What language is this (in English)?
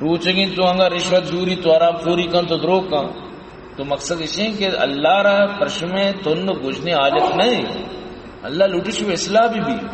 Baluchi